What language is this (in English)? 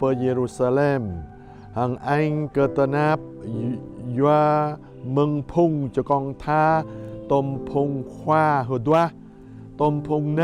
Jarai